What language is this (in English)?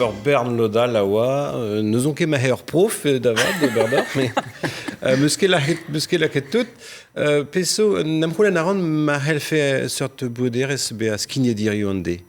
Breton